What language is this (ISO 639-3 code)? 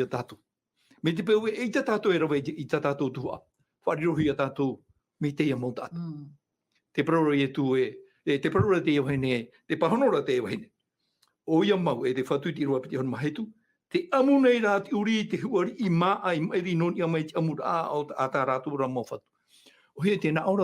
tah